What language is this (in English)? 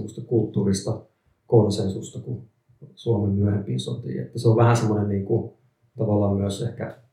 Finnish